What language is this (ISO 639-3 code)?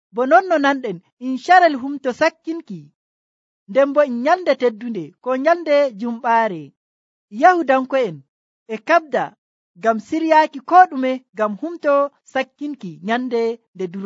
fuv